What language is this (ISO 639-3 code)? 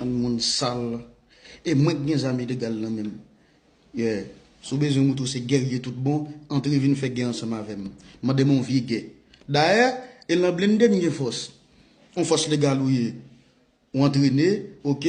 hat